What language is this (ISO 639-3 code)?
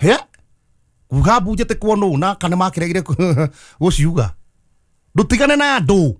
kik